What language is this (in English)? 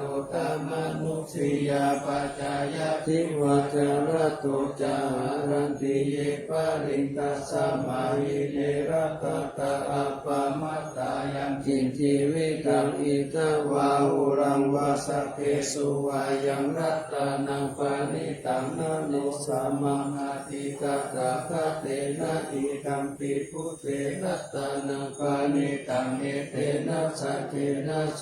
Pali